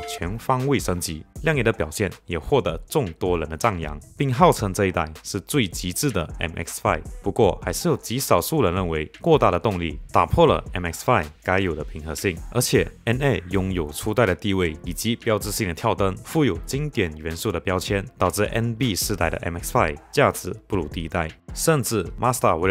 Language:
Chinese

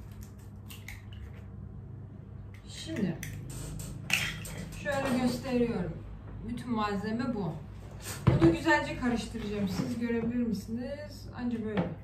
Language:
Turkish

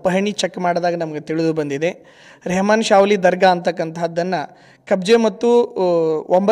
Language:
Kannada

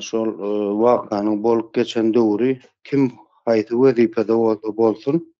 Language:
Turkmen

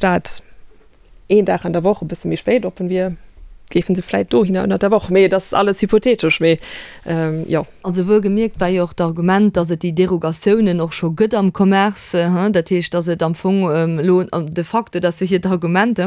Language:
Luxembourgish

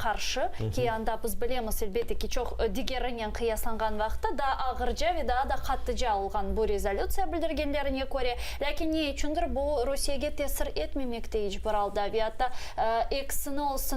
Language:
Crimean Tatar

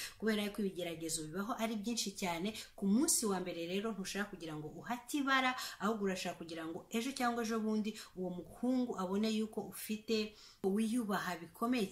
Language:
Kinyarwanda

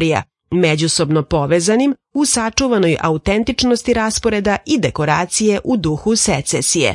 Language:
Serbian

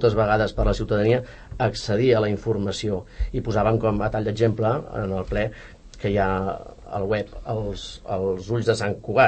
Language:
Catalan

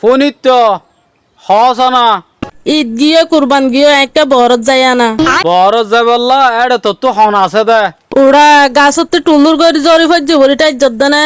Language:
Rohingya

